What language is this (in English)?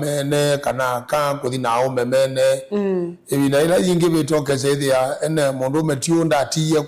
Kamba